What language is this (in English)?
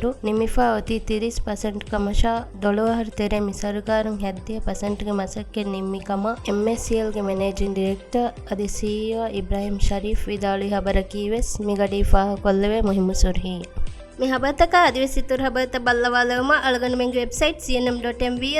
Divehi